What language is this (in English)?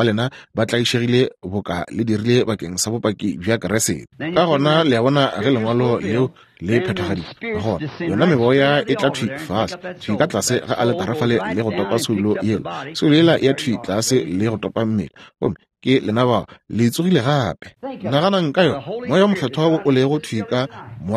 Northern Sotho